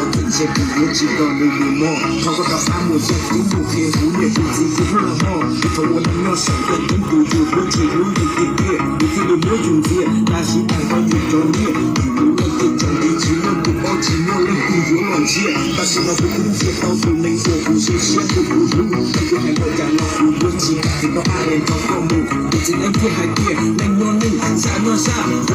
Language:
Hmong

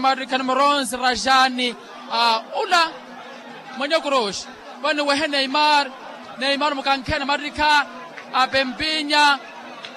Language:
Swahili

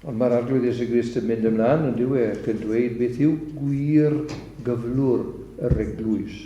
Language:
Welsh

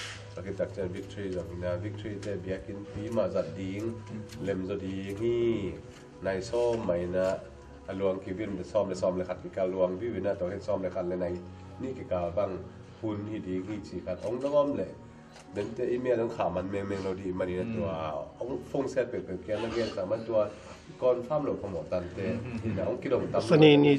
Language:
Tedim Chin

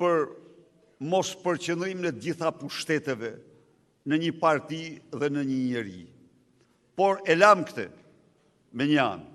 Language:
Albanian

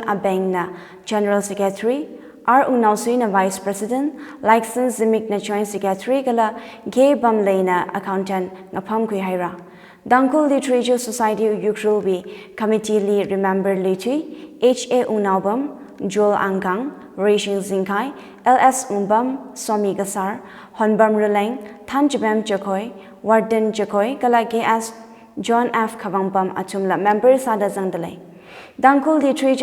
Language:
Tangkhul Naga (India)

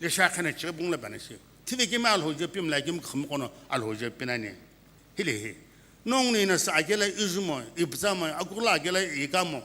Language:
Sumi Naga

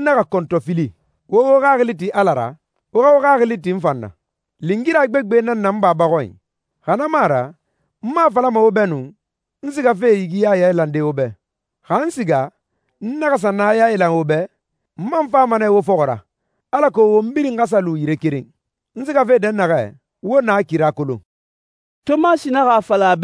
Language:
Susu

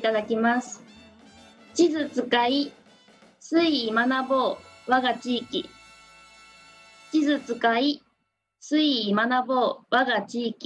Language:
Japanese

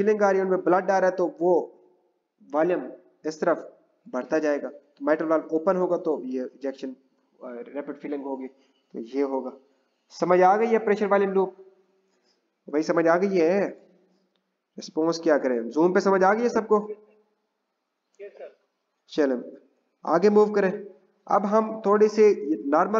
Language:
Hindi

